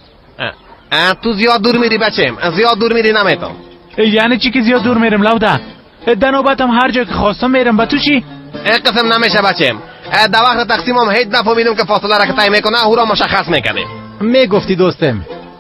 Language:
Persian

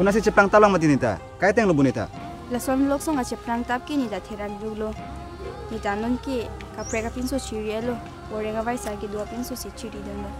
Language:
Karbi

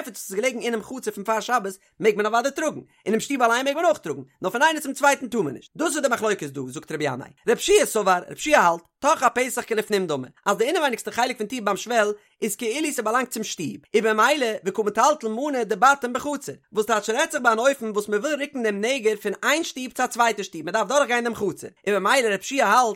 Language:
Yiddish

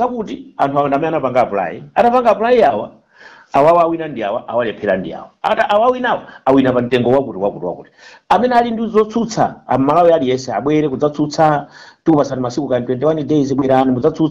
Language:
Nyanja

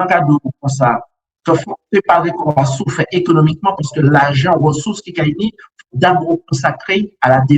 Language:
Guadeloupean Creole French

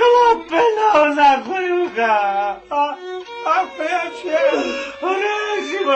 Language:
Newari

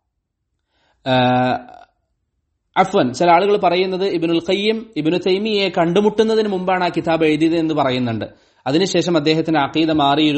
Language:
Malayalam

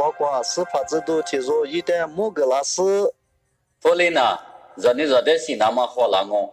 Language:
Lisu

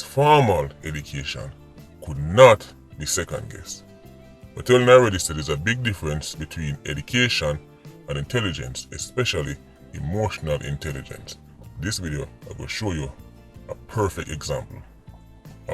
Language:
Jamaican Creole English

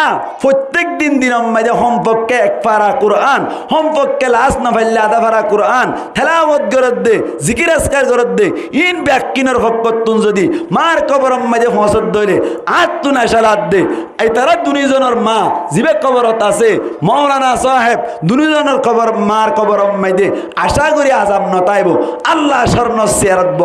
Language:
Rohingya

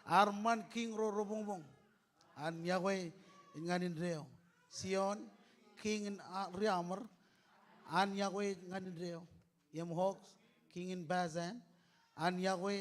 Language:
Marshallese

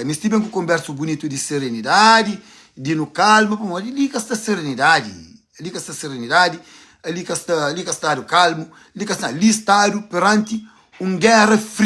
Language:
Kabuverdianu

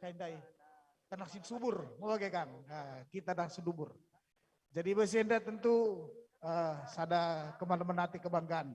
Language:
Batak Karo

